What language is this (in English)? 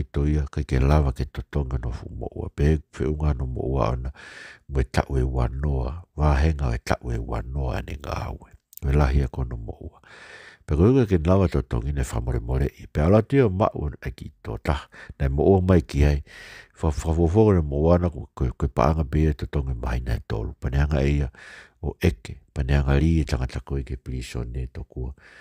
Tongan